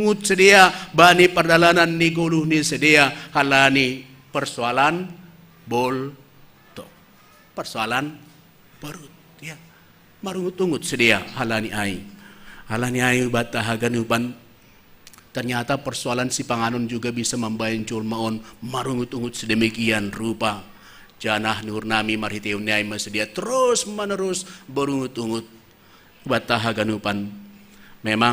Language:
Batak Simalungun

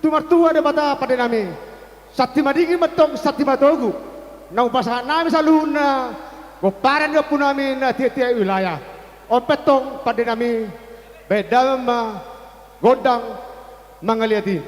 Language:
Batak Toba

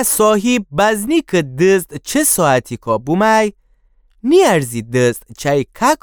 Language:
Gilaki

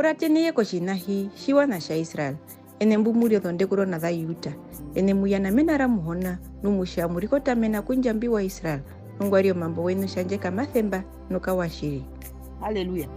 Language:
Herero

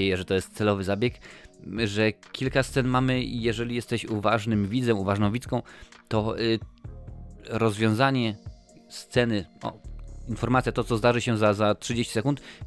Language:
Polish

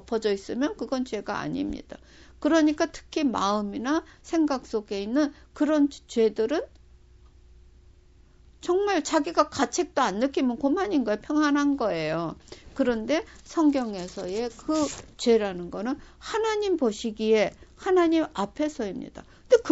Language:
Korean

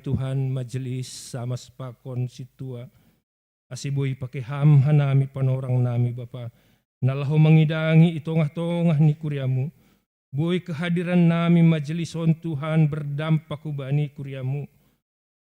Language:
Batak Simalungun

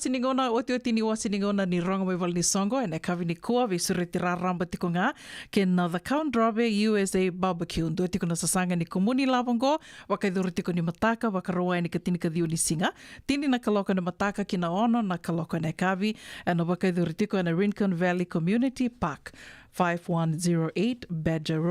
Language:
Fijian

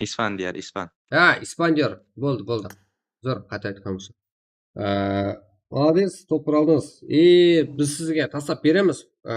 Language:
Kara-Kalpak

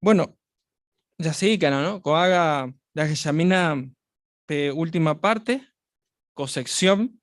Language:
Guarani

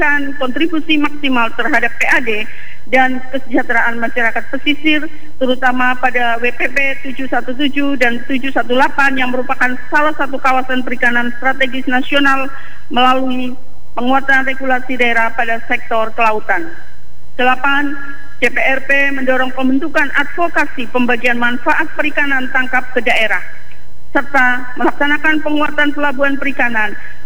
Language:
Indonesian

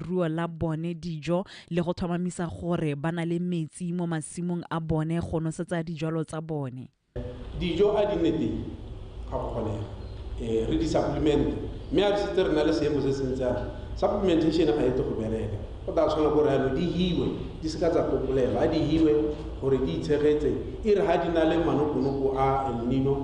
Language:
Tswana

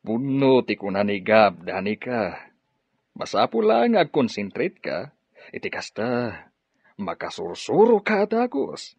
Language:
Iloko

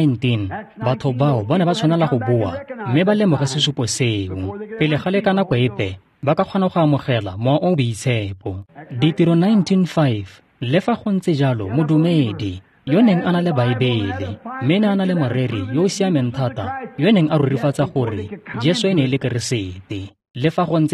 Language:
Tswana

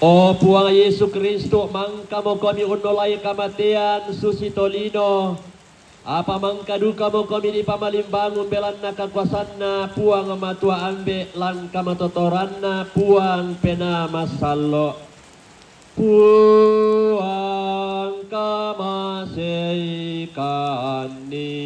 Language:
Toraja-Sa'dan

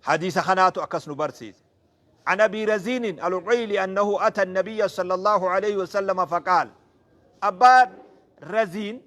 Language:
Oromo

